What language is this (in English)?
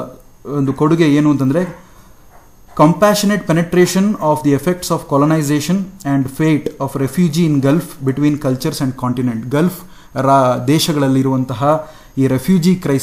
Kannada